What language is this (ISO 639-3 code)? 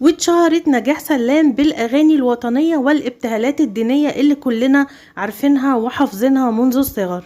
arz